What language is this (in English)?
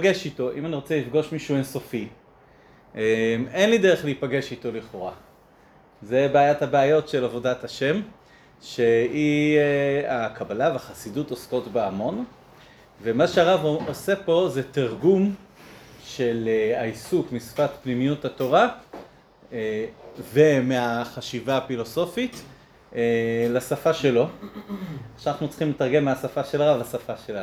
Hebrew